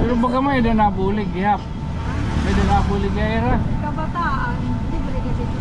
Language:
Waray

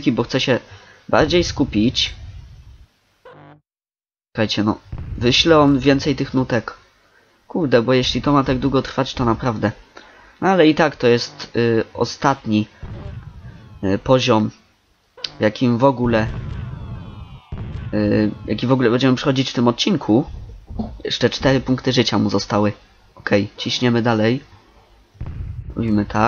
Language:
Polish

